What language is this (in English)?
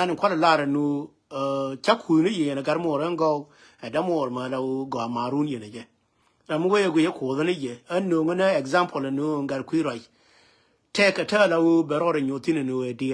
Nuer